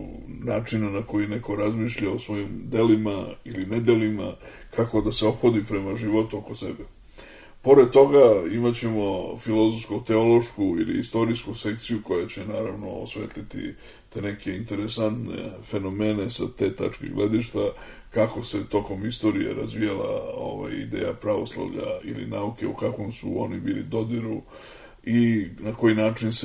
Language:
Serbian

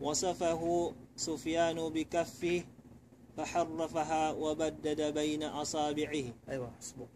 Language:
Tausug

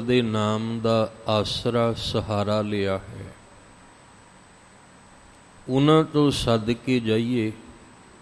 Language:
Punjabi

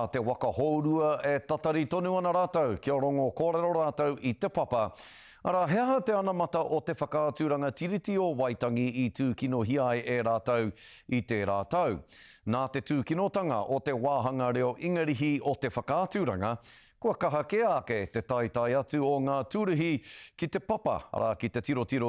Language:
Māori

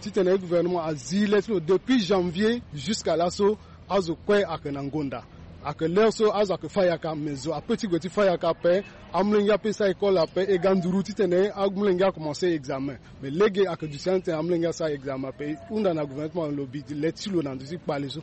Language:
Sango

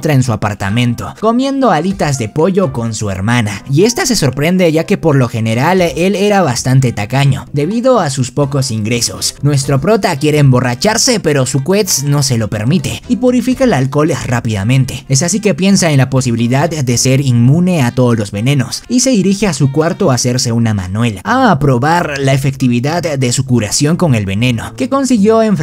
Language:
Spanish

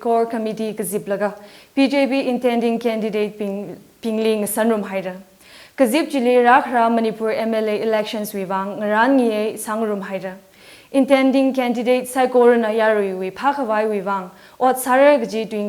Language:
Tangkhul Naga (India)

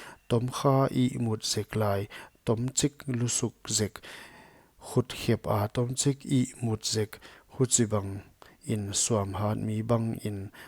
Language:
Paite Chin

